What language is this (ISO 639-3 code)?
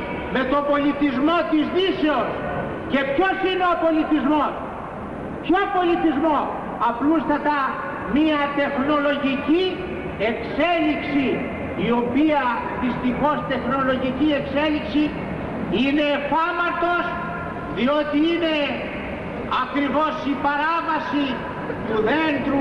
ell